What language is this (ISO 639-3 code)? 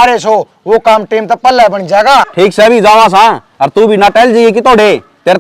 bgc